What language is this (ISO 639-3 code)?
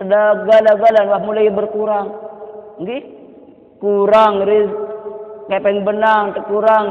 sas